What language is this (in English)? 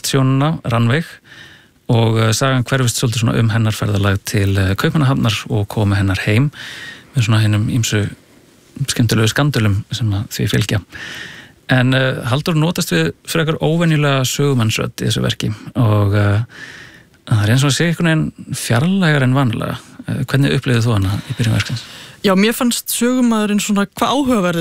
Icelandic